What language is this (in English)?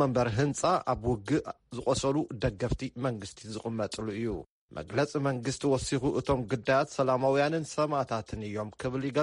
Tigrinya